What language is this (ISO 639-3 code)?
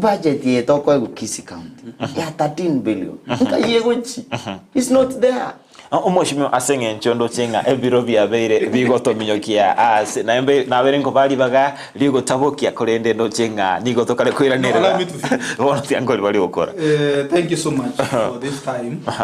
guz